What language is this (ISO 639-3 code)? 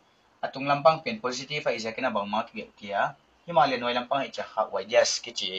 pck